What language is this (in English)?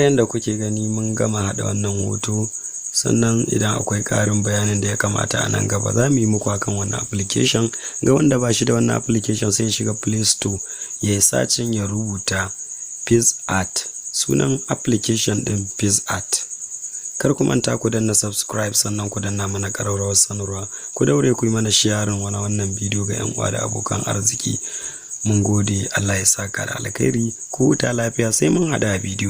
Hausa